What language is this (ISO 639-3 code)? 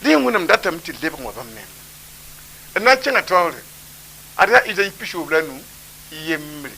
mos